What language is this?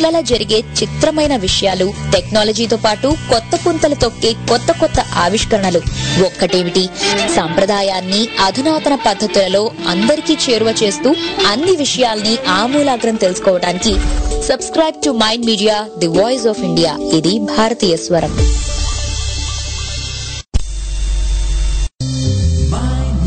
Telugu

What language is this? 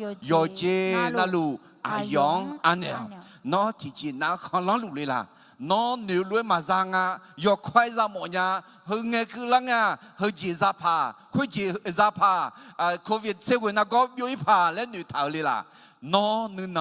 Akha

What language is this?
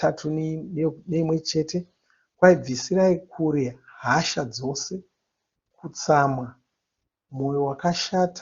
Shona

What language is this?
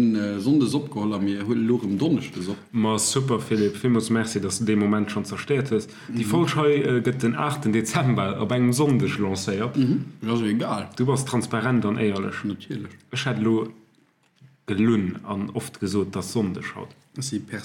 Luxembourgish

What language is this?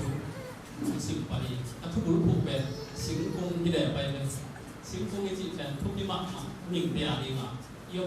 Tedim Chin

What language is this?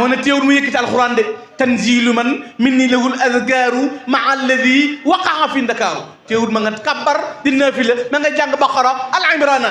Wolof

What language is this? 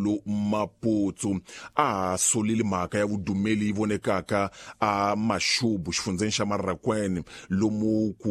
Tsonga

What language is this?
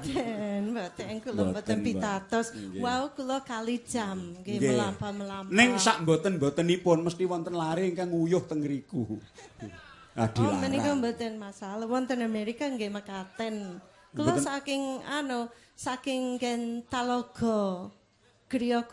Javanese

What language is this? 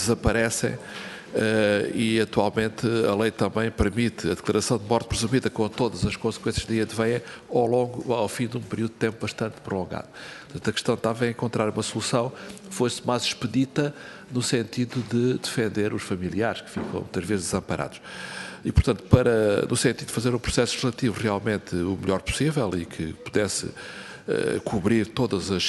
Portuguese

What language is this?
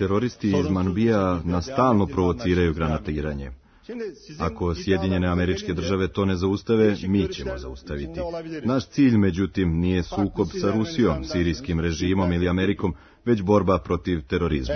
Serbian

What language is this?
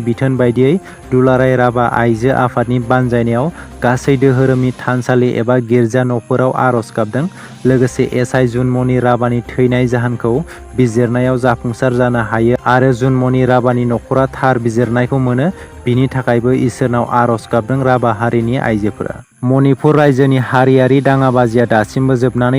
Bodo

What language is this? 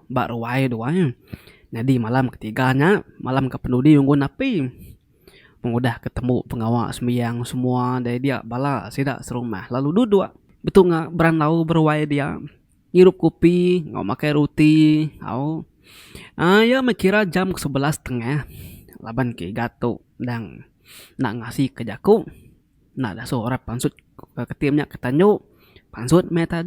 Iban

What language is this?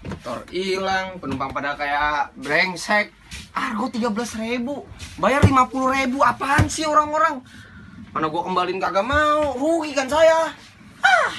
Betawi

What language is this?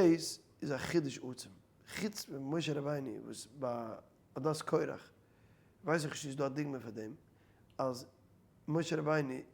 Yiddish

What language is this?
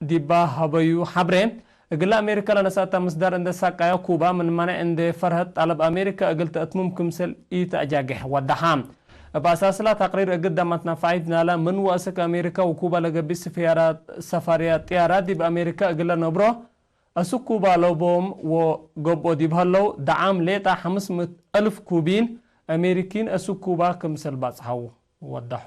Tigre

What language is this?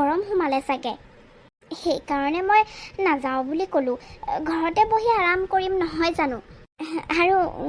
Assamese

